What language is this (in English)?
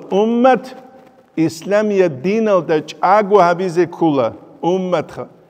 Avaric